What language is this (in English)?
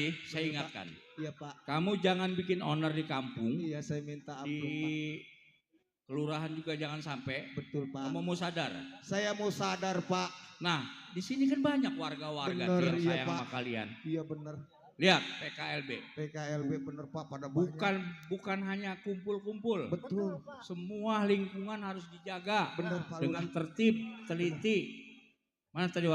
Betawi